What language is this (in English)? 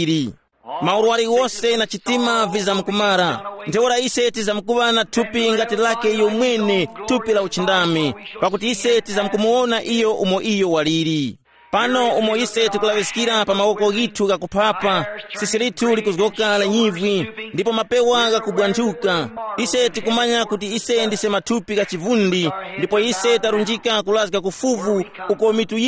Tumbuka